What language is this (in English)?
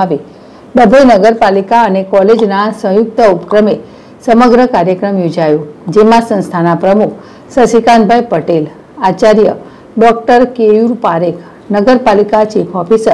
Gujarati